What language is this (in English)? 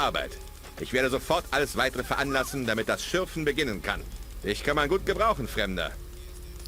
Bavarian